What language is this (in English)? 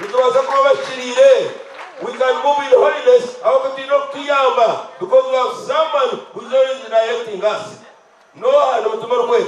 Nyankole